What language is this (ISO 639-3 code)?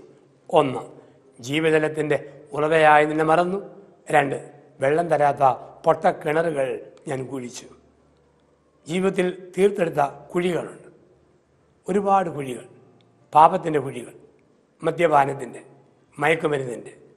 mal